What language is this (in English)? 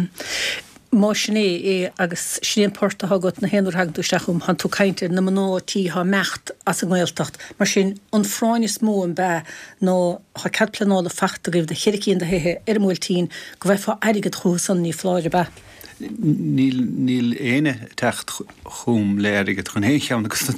Irish